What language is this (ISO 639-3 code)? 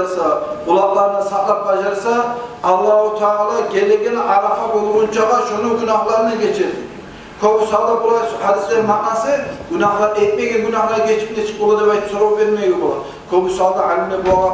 kum